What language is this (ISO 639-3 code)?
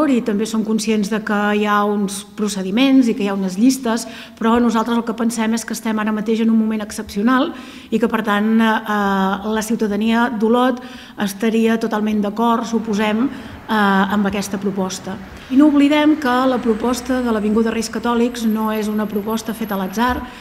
cat